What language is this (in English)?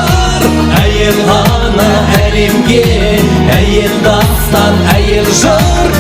Kara-Kalpak